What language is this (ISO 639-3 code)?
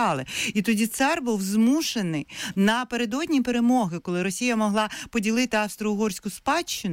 ukr